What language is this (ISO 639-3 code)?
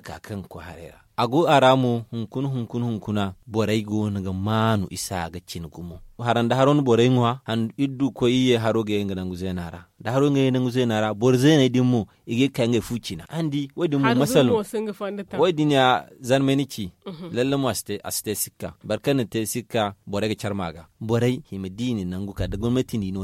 dje